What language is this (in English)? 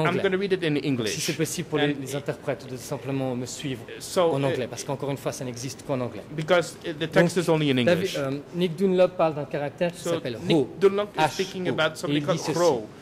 French